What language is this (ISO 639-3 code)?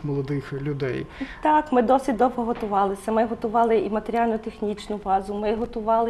ukr